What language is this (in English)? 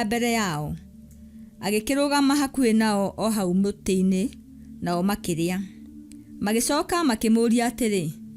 Kikuyu